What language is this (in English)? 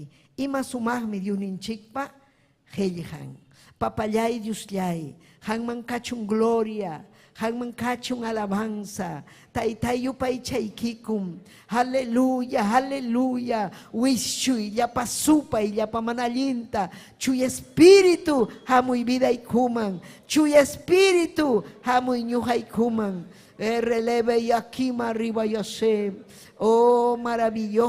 Ayacucho Quechua